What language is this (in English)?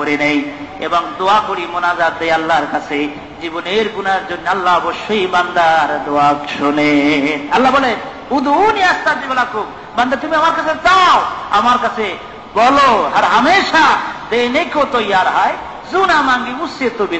Bangla